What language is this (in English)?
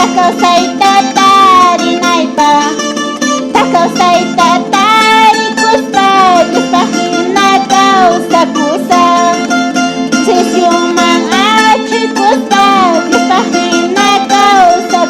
Quechua